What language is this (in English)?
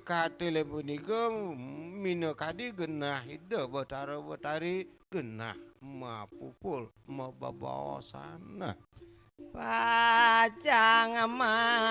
Balinese